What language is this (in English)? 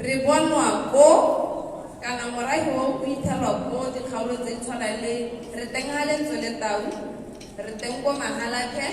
Tswana